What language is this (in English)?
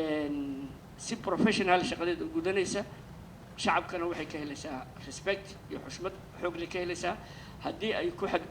Somali